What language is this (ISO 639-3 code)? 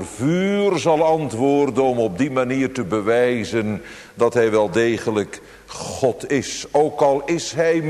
nld